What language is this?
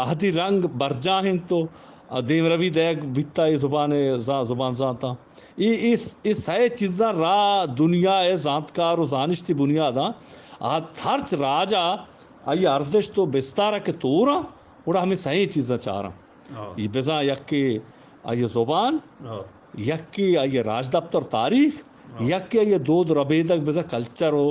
Eastern Balochi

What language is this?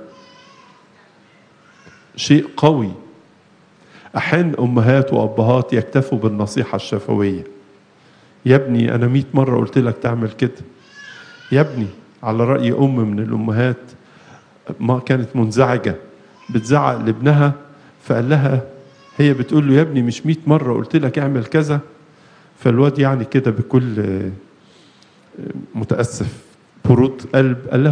Egyptian Arabic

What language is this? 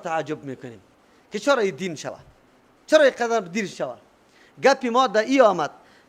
Persian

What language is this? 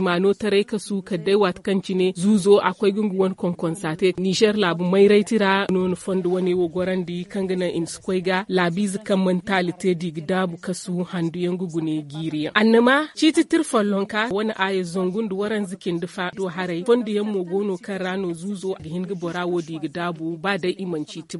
Zarma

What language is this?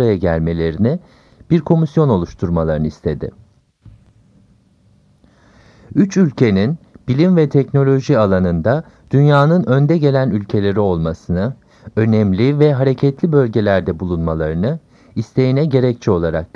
Turkish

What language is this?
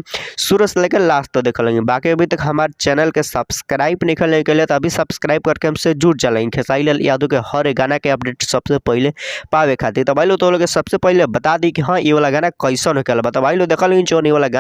Bhojpuri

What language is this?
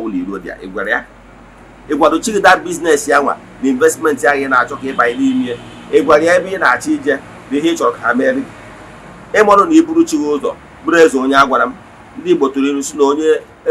Igbo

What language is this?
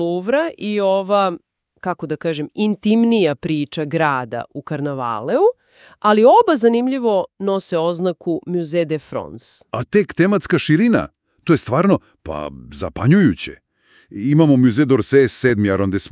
Serbian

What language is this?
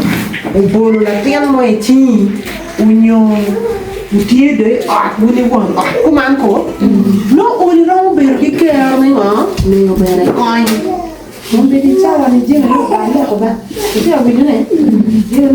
Acoli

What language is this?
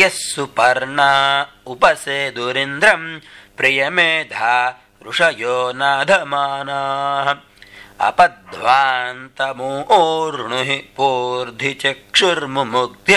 Sanskrit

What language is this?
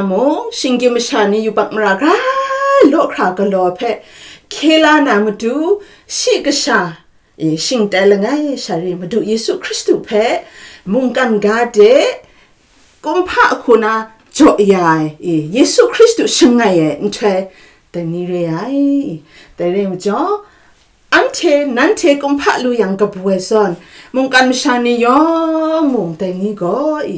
Kachin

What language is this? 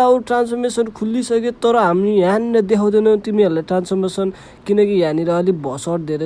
Nepali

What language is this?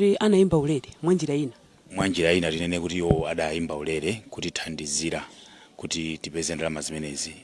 Nyanja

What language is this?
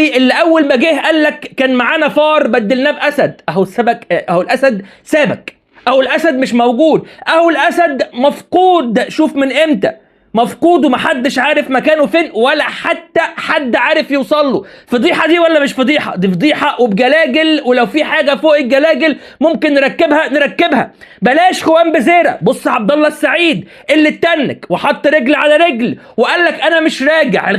Egyptian Arabic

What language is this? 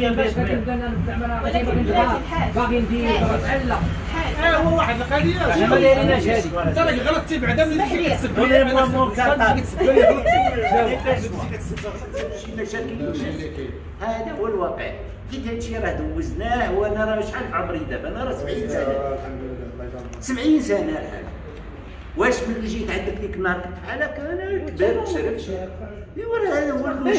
Moroccan Arabic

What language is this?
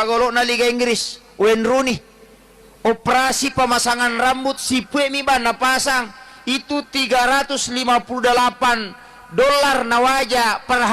Buginese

